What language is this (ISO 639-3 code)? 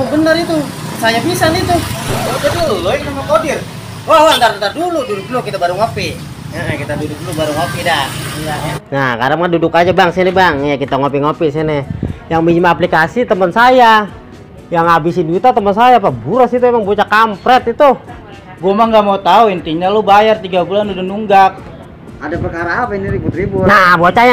bew